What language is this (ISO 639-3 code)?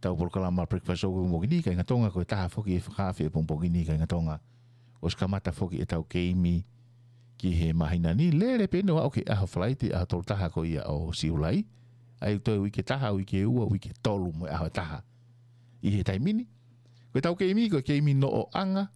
ton